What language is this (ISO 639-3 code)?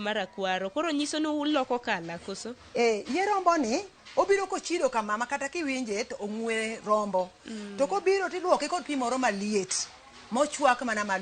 luo